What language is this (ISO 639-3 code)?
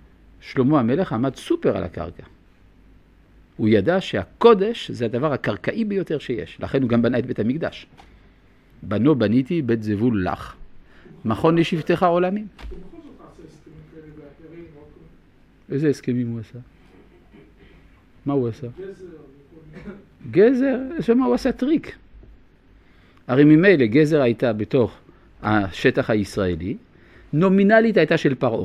heb